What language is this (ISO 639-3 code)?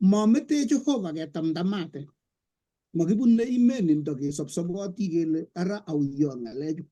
kln